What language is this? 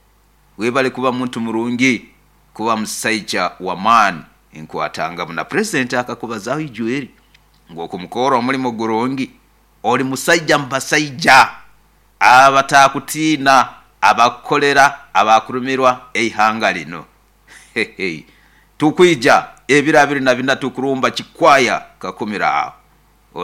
Nyoro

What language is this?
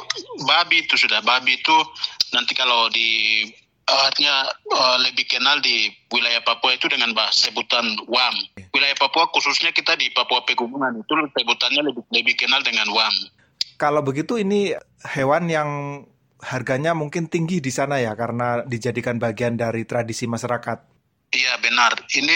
Indonesian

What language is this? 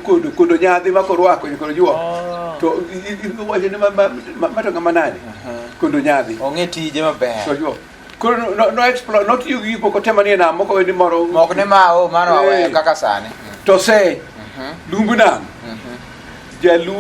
Luo (Kenya and Tanzania)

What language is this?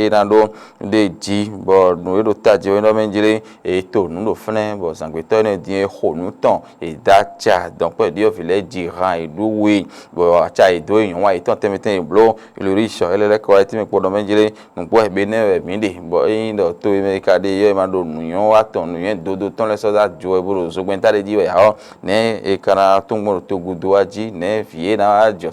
Fon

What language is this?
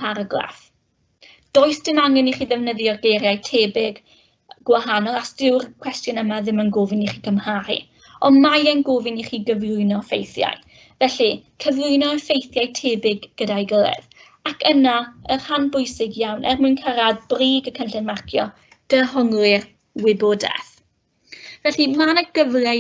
Welsh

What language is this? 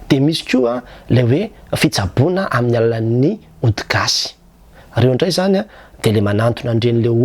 Malagasy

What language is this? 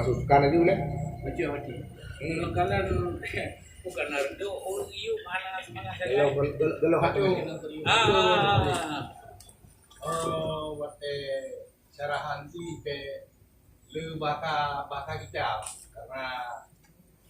Achinese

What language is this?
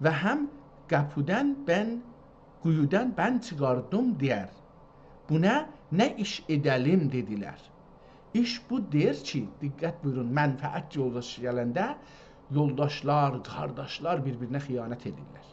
South Azerbaijani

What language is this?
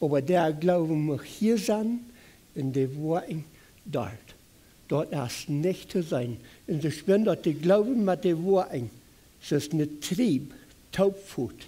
Plautdietsch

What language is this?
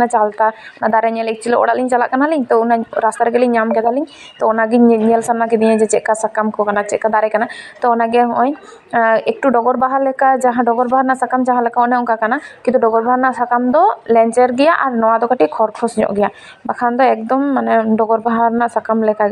Santali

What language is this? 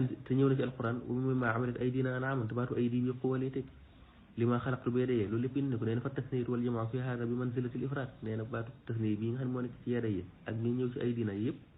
Wolof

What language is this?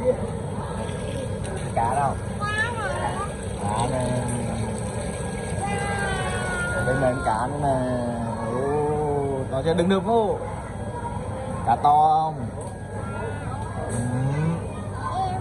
Vietnamese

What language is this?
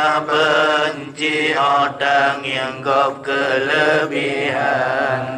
Achinese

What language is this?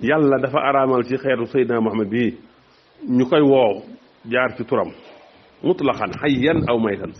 Wolof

